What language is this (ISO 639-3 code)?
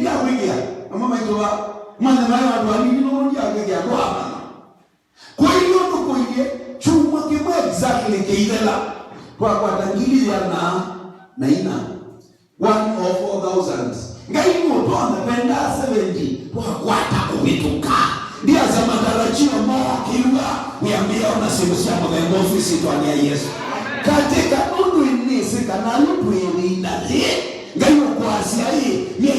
kam